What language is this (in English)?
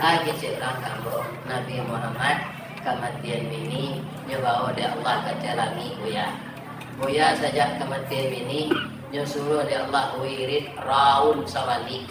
Minangkabau